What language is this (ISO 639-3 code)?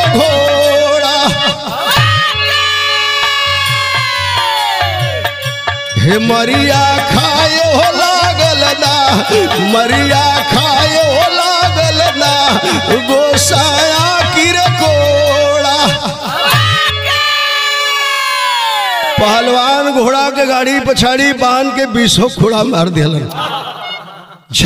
bho